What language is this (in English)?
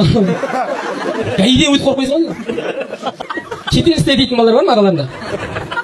Kazakh